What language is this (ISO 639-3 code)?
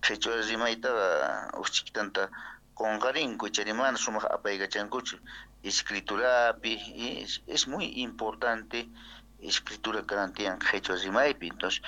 quh